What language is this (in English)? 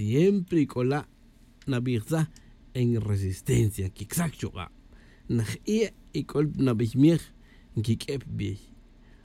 Tz'utujil